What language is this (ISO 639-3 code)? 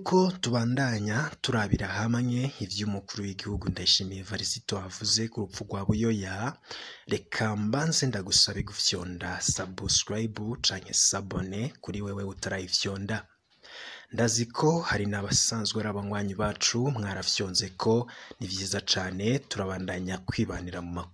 run